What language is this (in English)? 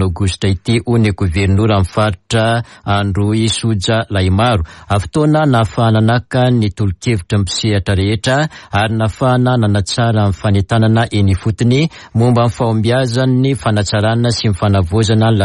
Malagasy